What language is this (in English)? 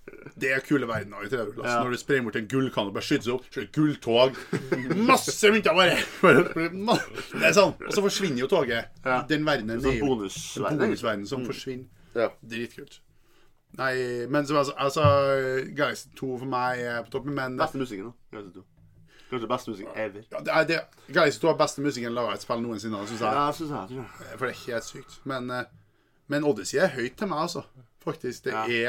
Norwegian